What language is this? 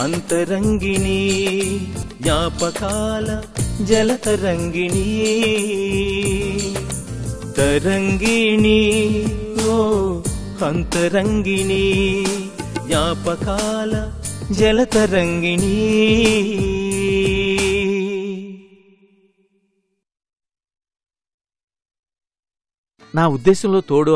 Telugu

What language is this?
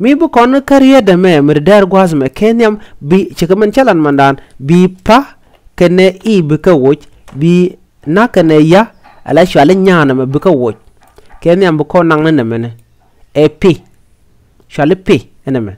Nuer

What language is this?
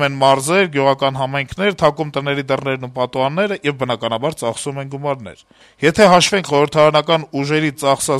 Armenian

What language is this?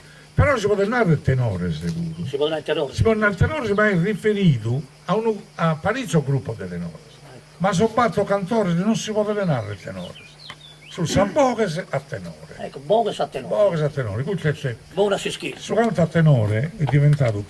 Sardinian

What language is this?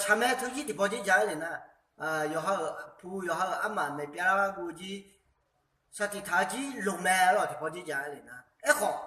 Akha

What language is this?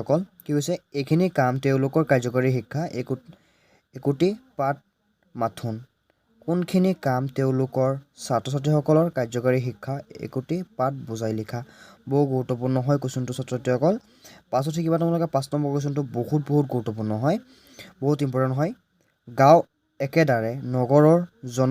Assamese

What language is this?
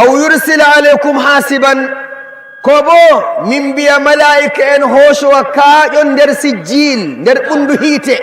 Fula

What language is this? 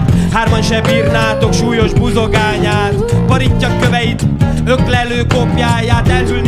Hungarian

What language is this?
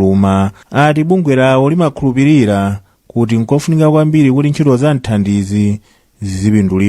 Nyanja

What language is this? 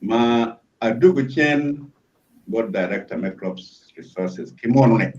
Acoli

